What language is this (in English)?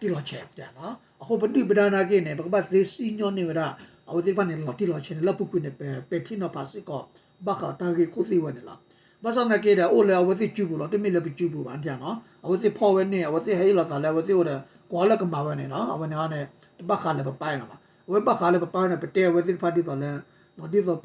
S'gaw Karen